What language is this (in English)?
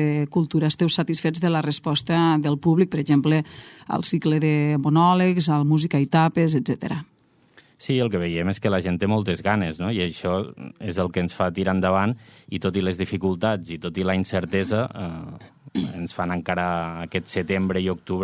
Catalan